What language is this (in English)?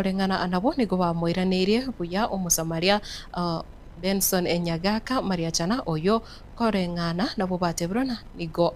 Gusii